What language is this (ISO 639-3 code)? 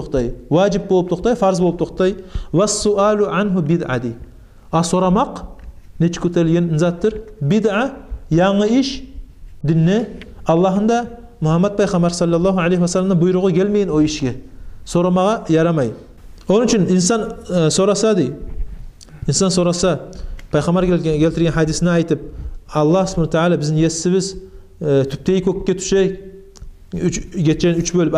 kum